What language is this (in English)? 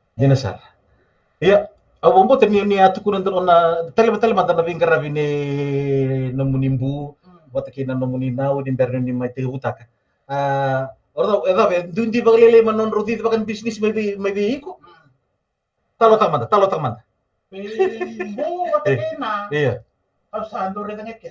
Fijian